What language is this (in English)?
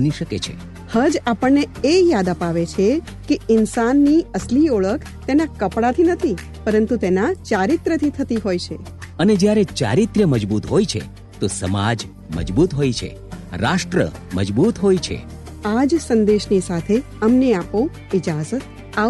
Gujarati